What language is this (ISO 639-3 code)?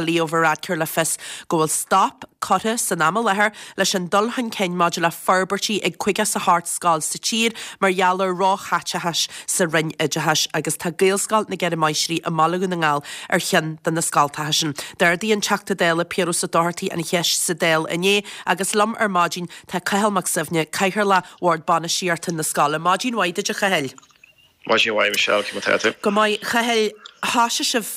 gle